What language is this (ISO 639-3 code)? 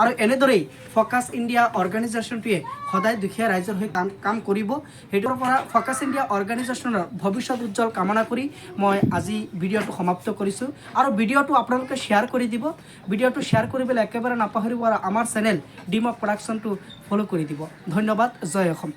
asm